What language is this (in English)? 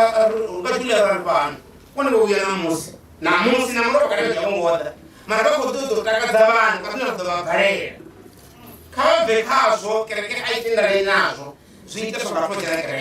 Venda